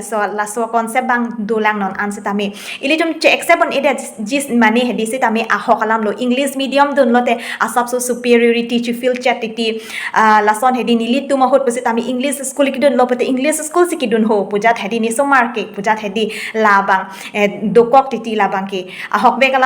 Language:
Karbi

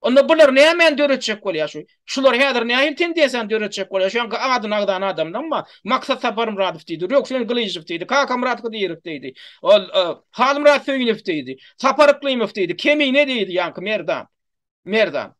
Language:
Turkmen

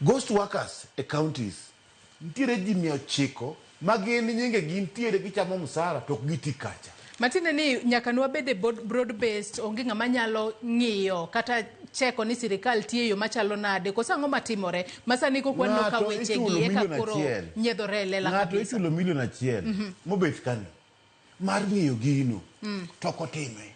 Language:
Luo (Kenya and Tanzania)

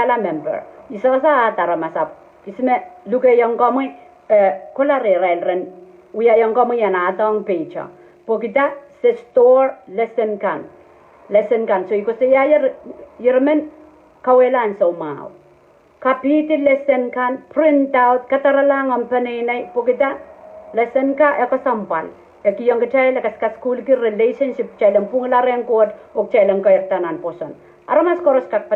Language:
Pohnpeian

